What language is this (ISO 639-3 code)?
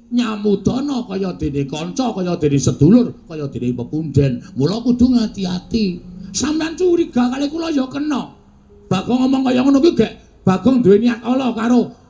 jav